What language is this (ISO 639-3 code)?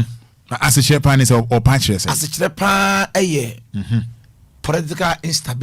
aka